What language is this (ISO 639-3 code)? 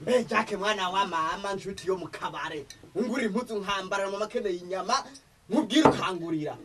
run